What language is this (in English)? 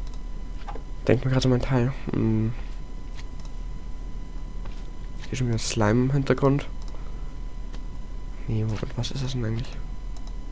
German